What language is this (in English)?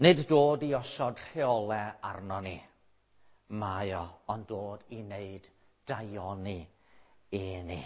Welsh